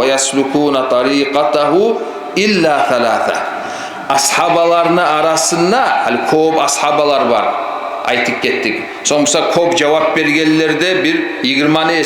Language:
Kumyk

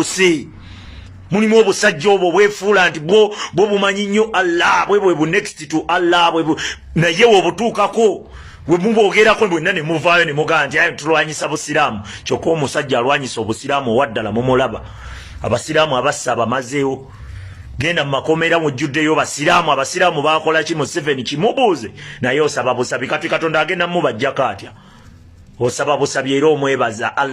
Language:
Ganda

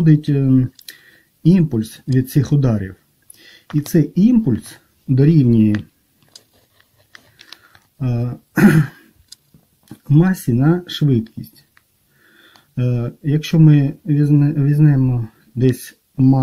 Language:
Ukrainian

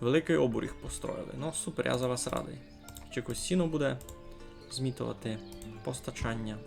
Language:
Rusyn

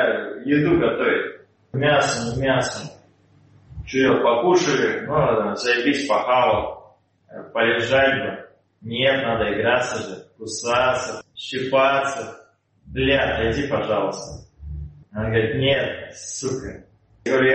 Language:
Russian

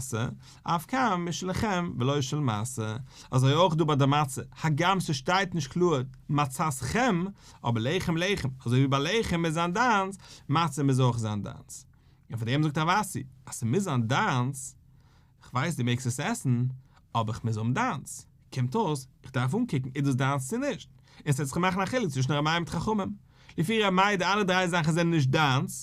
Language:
Yiddish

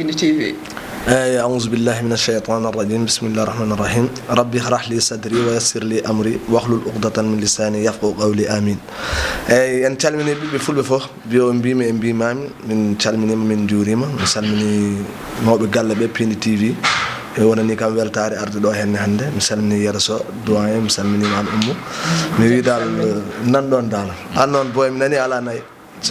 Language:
Fula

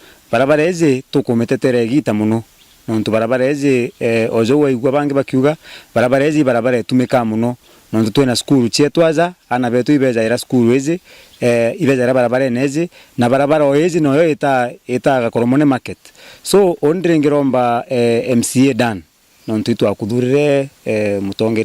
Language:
Meru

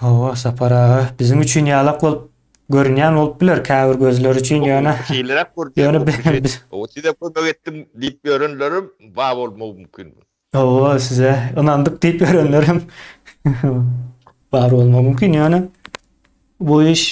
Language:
Turkmen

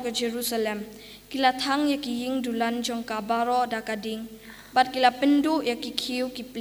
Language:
Khasi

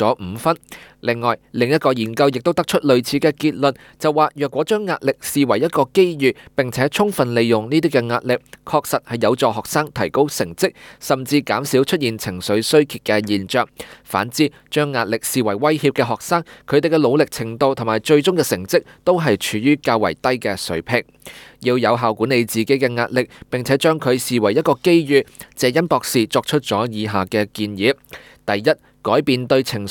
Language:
Cantonese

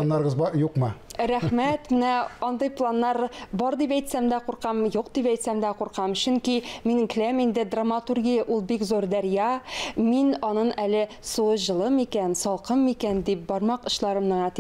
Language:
Tatar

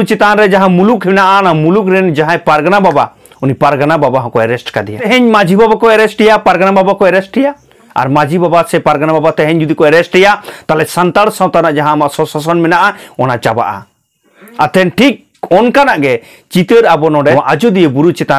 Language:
Santali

